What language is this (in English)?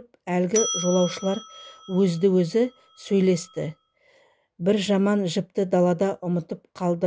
Kazakh